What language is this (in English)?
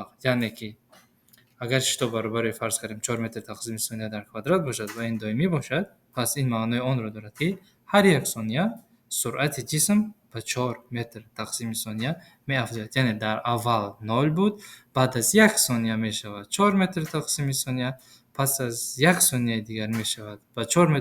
Tajik